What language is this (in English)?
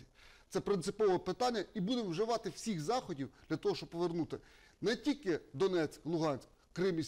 Ukrainian